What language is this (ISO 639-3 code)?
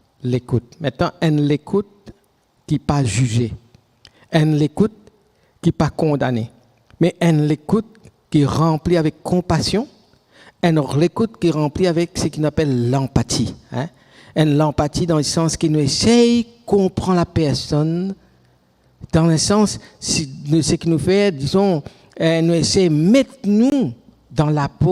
mfe